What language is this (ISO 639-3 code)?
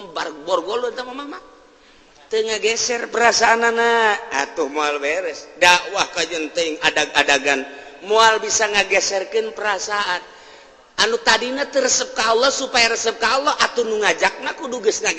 sun